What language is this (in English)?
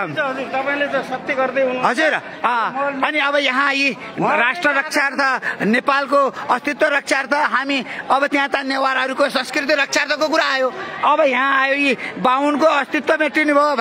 Nepali